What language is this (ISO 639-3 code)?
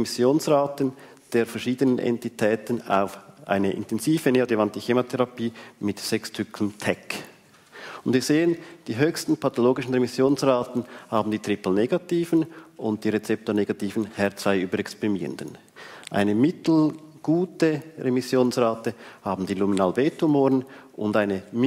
deu